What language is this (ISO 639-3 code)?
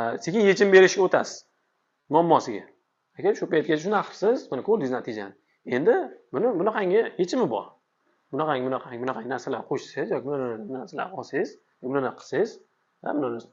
uzb